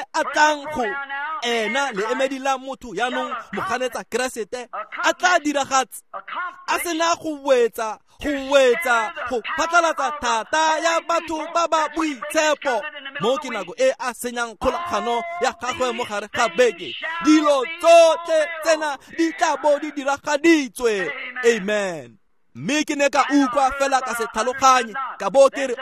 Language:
Tswana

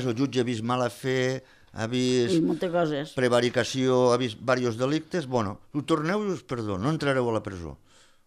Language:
Catalan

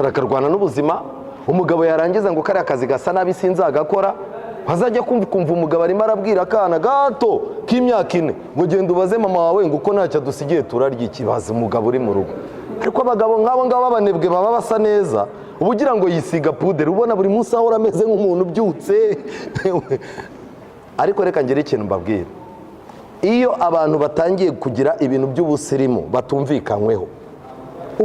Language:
Kinyarwanda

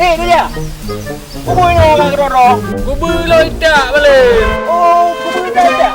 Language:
Achinese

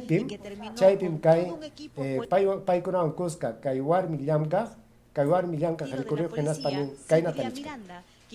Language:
Ayacucho Quechua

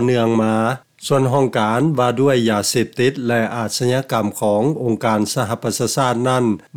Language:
Lao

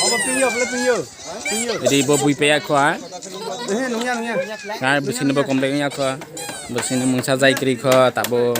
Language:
Kok Borok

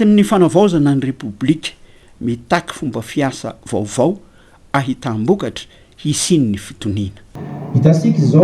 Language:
Malagasy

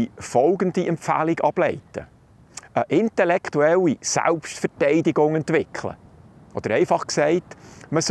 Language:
Swiss German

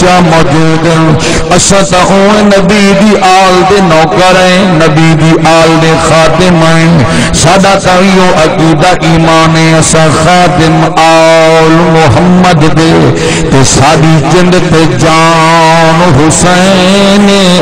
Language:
Saraiki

